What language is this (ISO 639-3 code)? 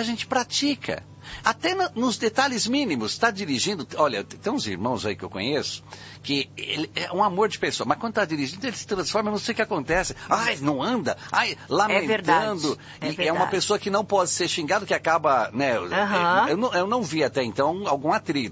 por